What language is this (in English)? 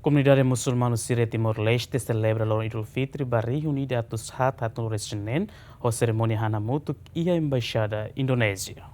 Tetum